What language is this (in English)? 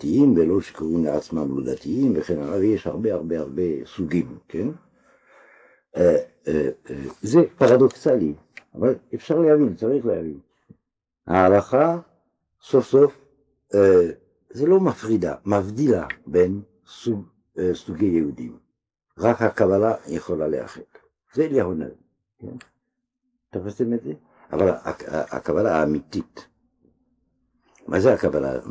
Hebrew